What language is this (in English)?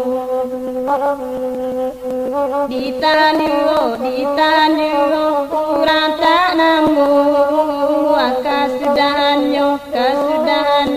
Minangkabau